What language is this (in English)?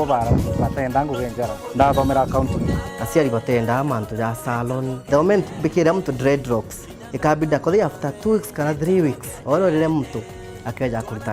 Meru